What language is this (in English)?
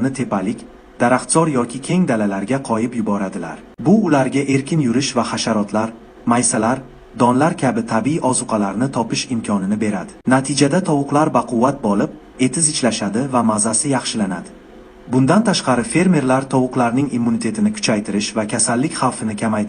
Uzbek